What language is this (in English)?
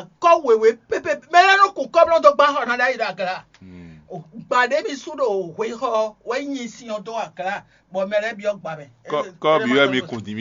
Fon